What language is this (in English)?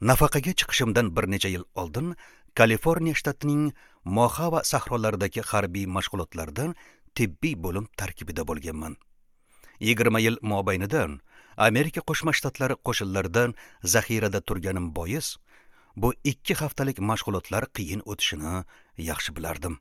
Uzbek